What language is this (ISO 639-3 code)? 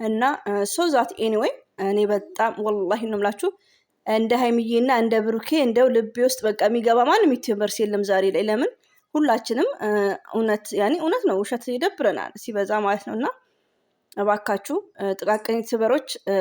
amh